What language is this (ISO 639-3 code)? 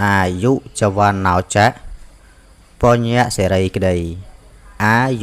khm